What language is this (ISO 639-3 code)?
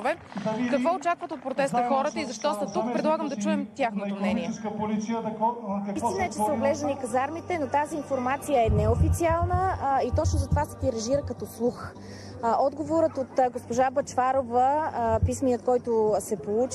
bul